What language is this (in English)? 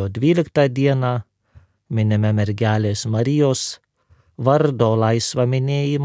Lithuanian